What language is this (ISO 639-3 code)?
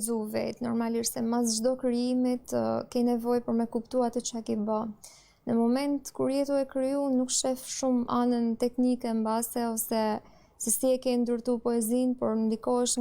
sqi